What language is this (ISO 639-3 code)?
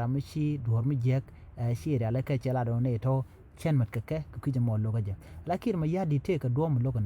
nus